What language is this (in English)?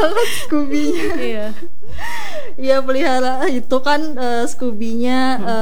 Indonesian